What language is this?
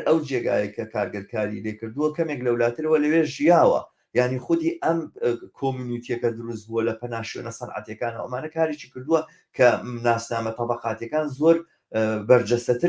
Central Kurdish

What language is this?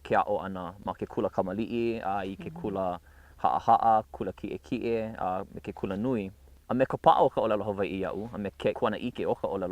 Hawaiian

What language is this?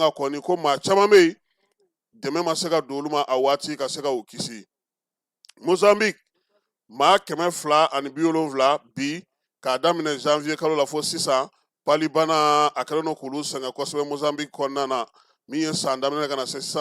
Bambara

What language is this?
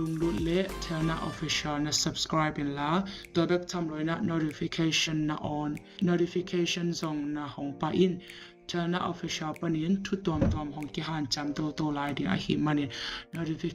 Tedim Chin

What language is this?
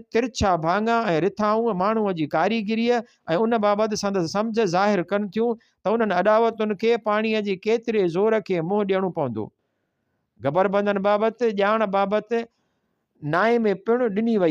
Sindhi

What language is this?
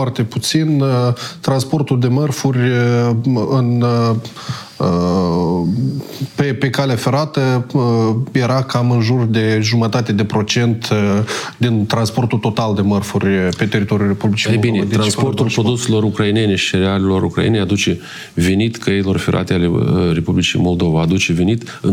Romanian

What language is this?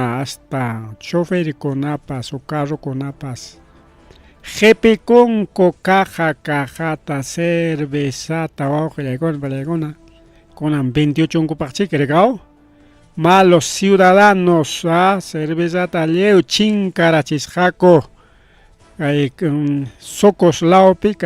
Ayacucho Quechua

